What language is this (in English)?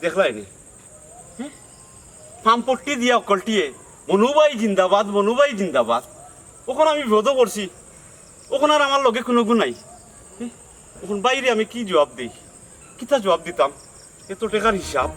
Sylheti